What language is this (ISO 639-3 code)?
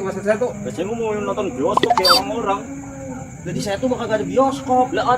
bew